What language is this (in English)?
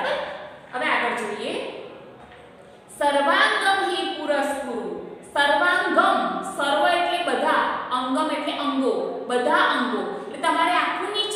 Gujarati